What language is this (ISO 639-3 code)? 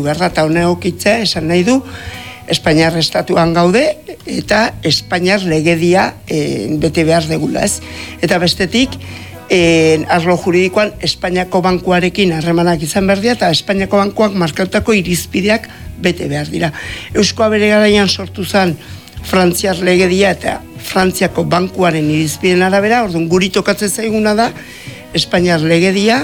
eus